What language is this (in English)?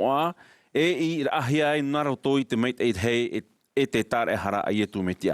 Tahitian